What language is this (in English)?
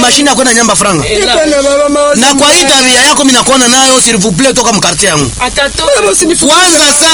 Swahili